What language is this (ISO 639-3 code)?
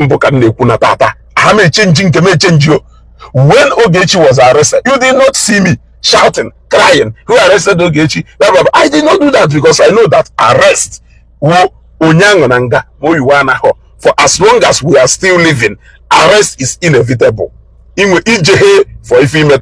ibo